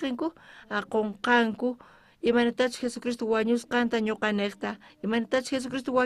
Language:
South Bolivian Quechua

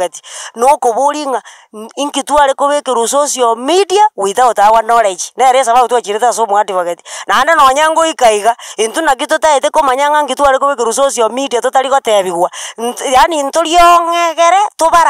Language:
Gusii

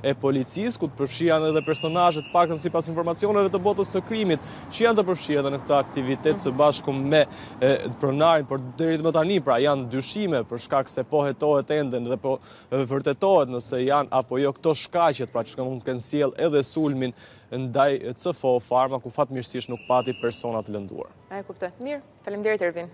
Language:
Albanian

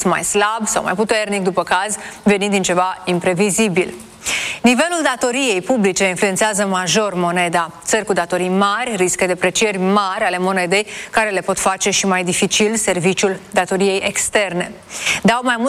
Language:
Romanian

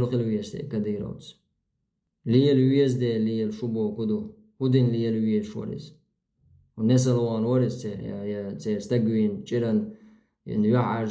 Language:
Chechen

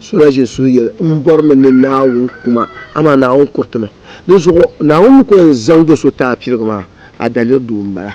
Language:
Dagbani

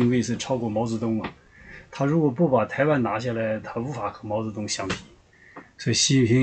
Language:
Chinese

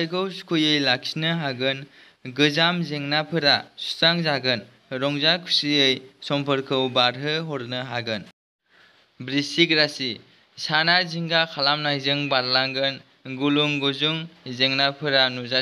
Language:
Bodo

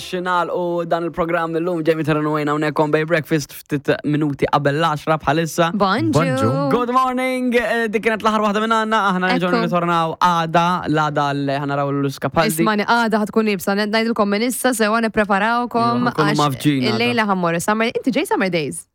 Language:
Maltese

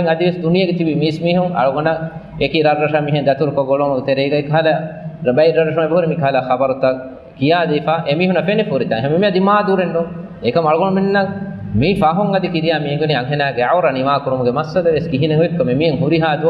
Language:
Divehi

